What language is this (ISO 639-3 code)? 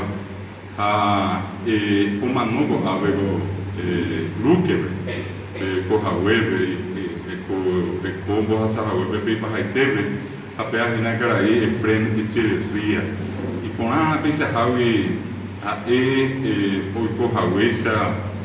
grn